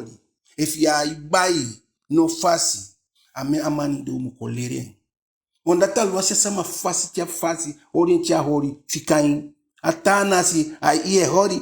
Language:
Eastern Maroon Creole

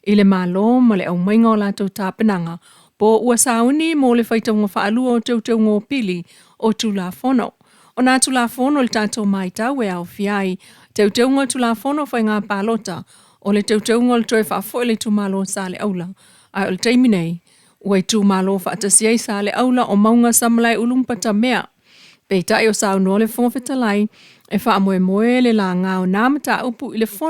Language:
Samoan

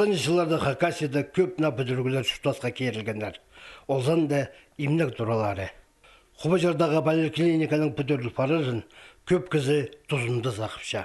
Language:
Khakas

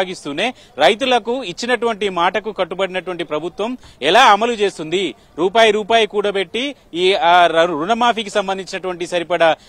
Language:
Telugu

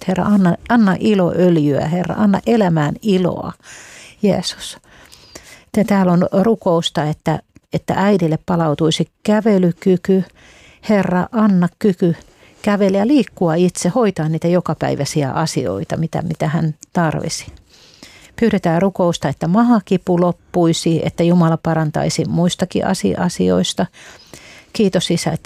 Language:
Finnish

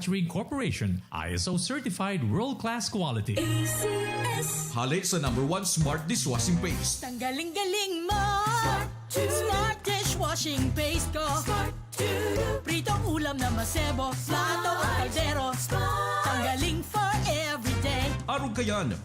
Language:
Bikol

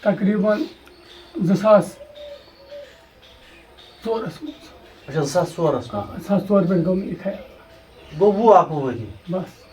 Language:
Kashmiri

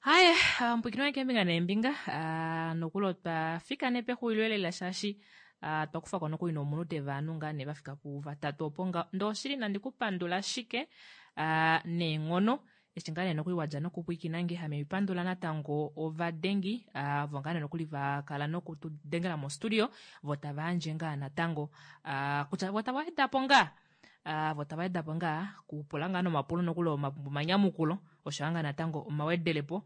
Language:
Kuanyama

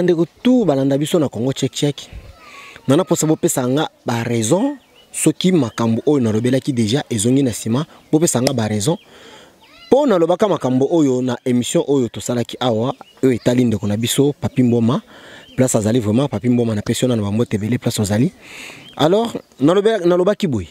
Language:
Lingala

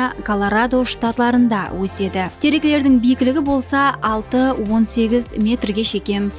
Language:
Kara-Kalpak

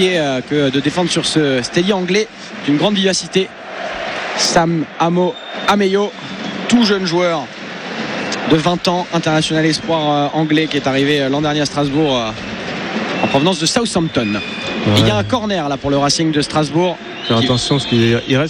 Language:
French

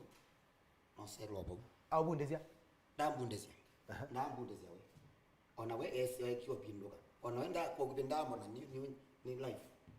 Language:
Kamba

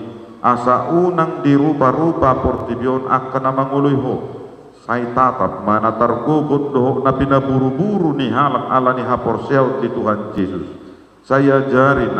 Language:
Batak Toba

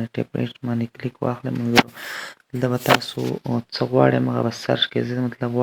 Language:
Pashto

